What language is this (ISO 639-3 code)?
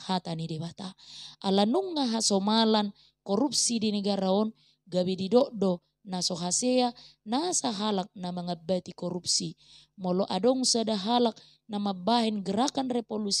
bbc